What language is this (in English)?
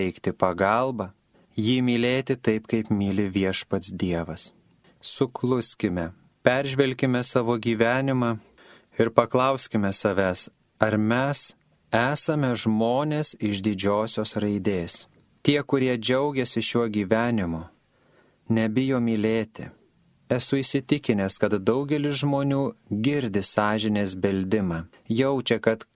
Lithuanian